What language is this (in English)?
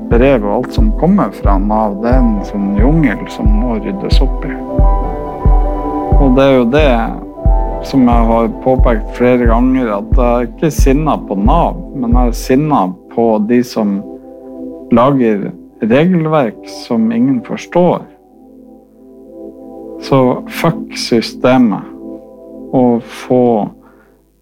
Norwegian